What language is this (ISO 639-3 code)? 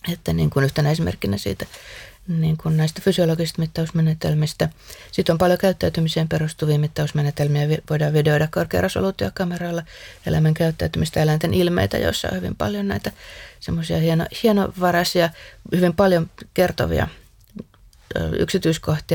fin